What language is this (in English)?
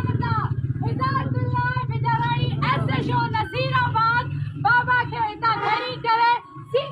Sindhi